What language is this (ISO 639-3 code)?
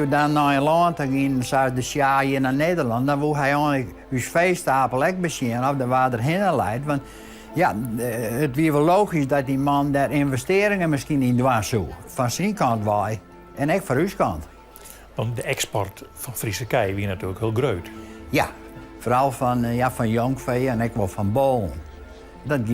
fry